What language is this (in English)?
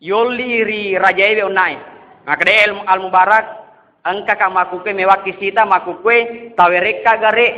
Buginese